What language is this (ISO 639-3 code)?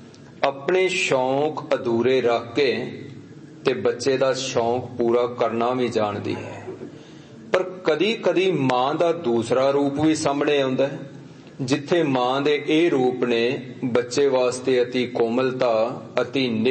pan